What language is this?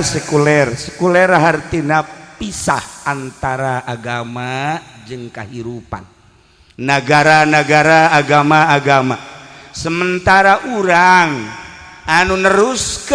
Sundanese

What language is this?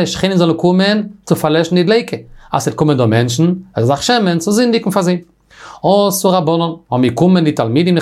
Yiddish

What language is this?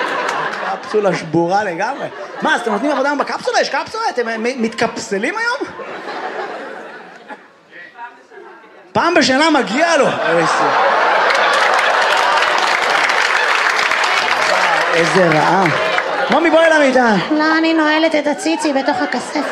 Hebrew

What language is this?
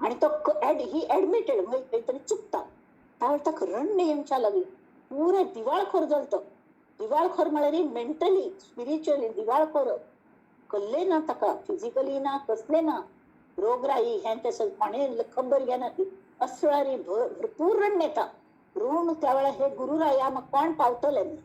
Konkani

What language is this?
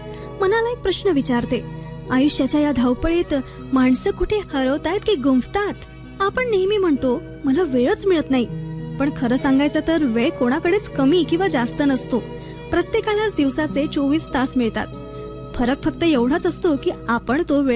Marathi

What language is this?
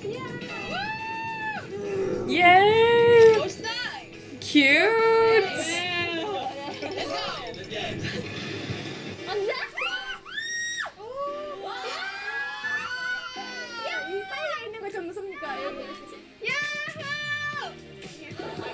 Korean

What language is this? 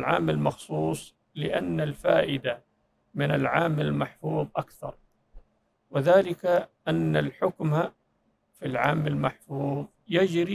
Arabic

